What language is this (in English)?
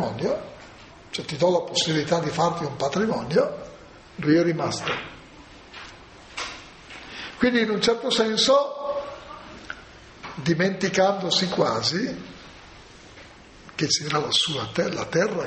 Italian